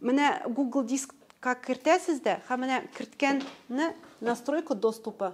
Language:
Tatar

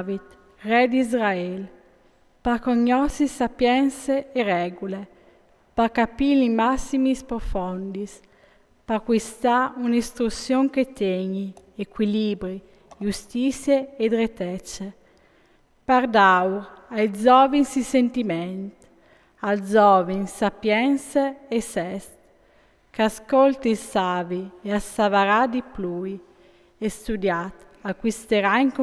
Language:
Friulian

